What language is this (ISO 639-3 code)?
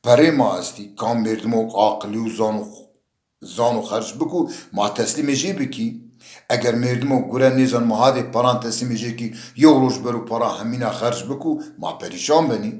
zza